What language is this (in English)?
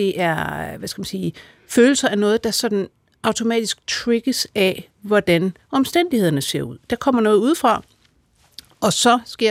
Danish